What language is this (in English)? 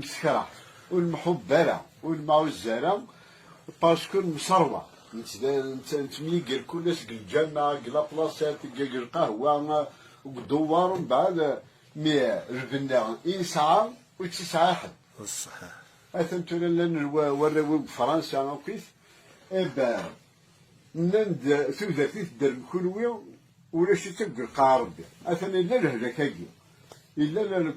Kabyle